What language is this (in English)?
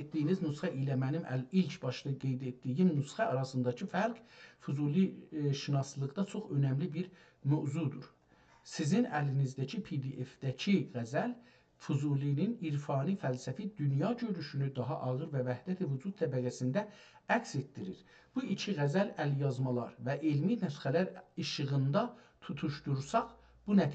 South Azerbaijani